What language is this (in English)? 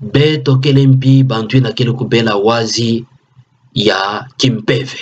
Kituba (Democratic Republic of Congo)